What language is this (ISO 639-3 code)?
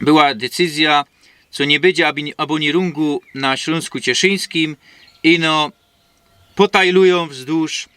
szl